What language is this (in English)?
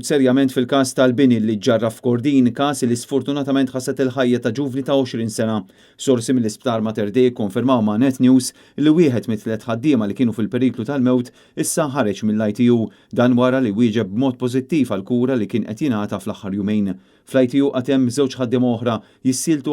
Maltese